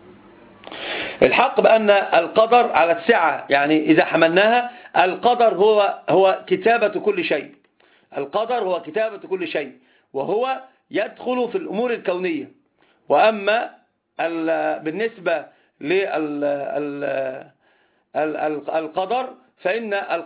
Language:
Arabic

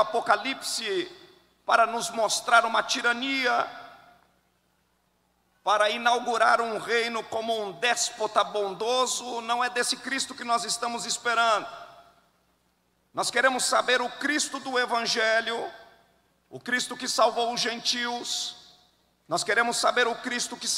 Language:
Portuguese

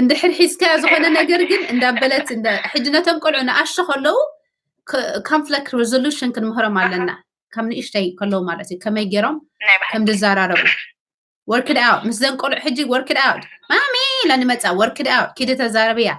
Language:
Tigrinya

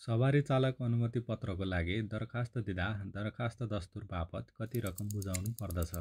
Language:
Nepali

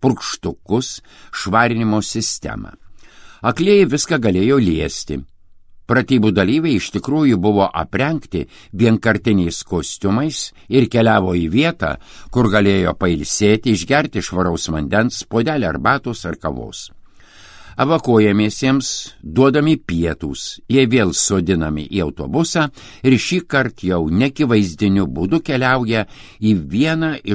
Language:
Lithuanian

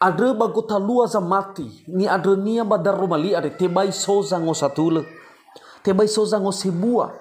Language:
Nias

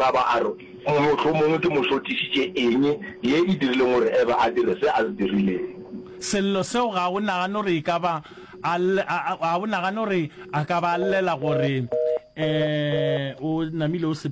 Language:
Northern Sotho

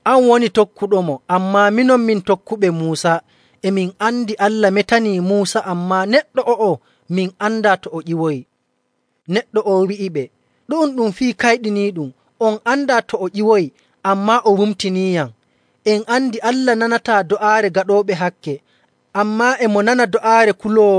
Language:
Nigerian Fulfulde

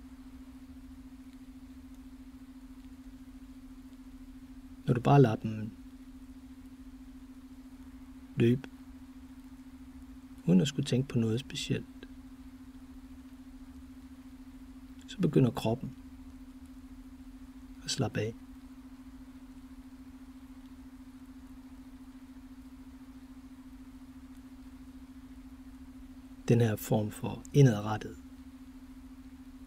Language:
Danish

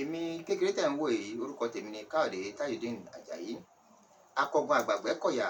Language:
Yoruba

